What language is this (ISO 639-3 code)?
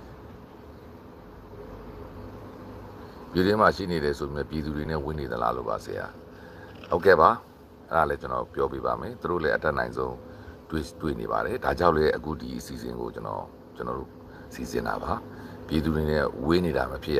mya